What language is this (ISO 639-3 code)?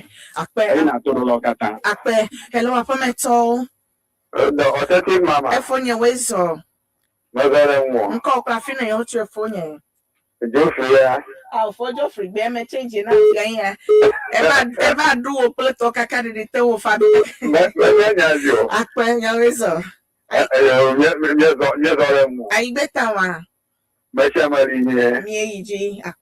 ewe